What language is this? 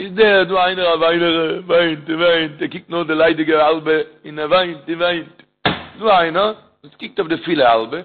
Yiddish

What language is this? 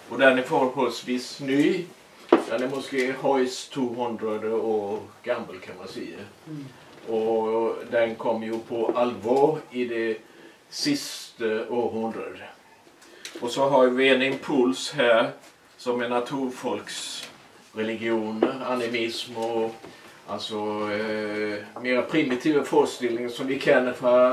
Swedish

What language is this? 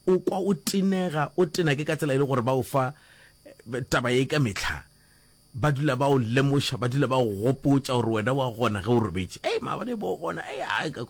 Northern Sotho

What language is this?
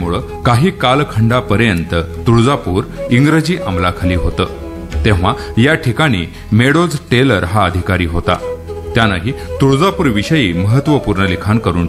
Marathi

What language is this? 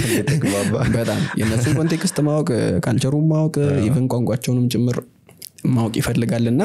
Amharic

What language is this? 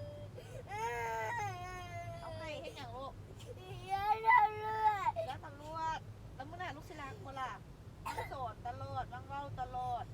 Lao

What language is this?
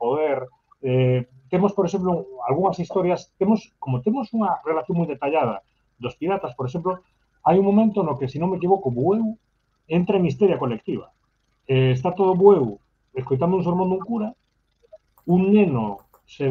Galician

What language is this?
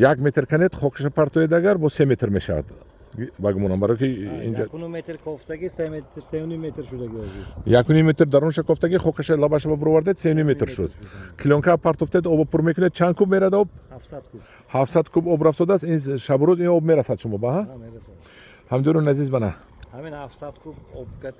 Tajik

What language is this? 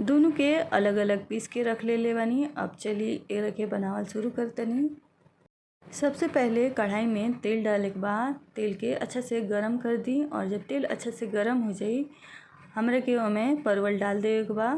Bhojpuri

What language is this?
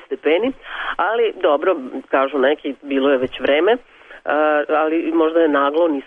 Serbian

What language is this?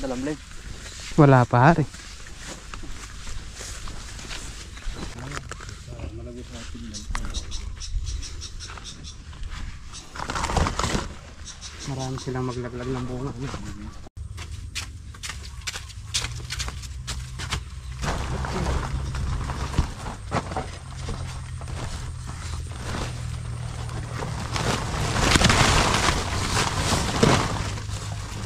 Filipino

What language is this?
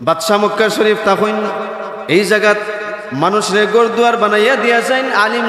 Sylheti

